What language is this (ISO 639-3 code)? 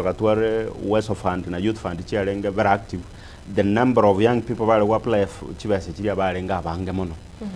guz